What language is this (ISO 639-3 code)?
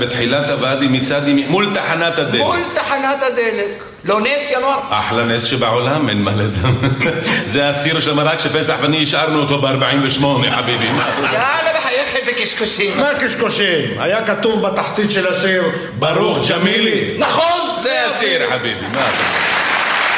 heb